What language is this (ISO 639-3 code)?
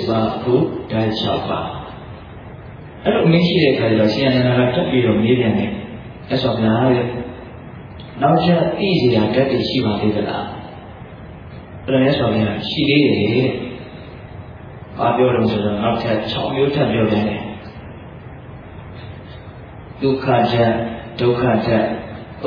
mya